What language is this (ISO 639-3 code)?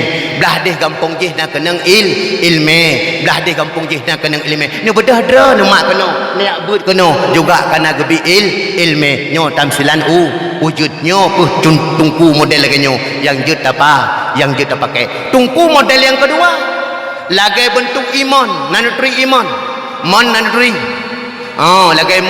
ace